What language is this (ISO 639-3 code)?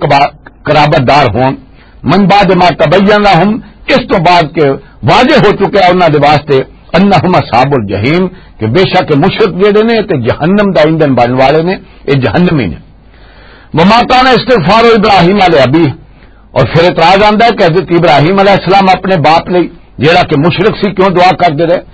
lah